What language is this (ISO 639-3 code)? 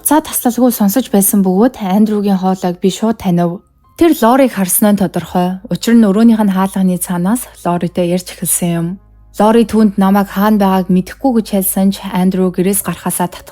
mon